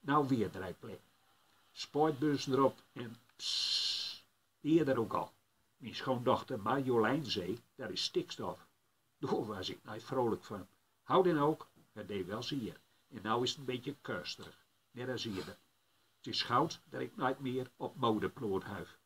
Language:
Gronings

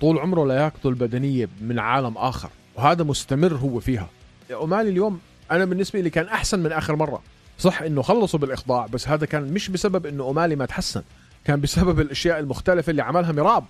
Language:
North Levantine Arabic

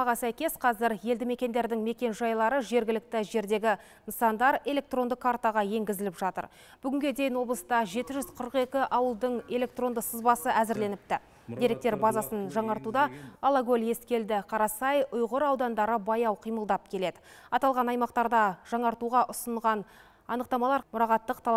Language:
Kazakh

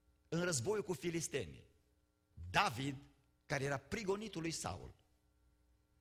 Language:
Romanian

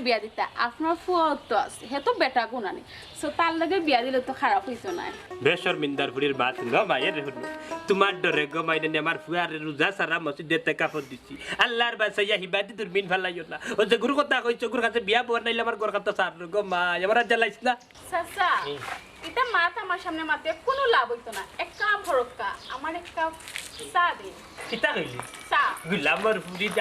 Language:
Sylheti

